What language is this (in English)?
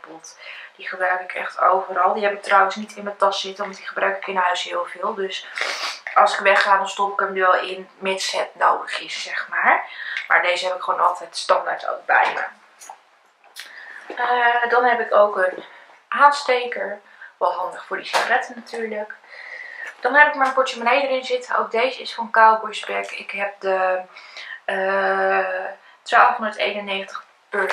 Dutch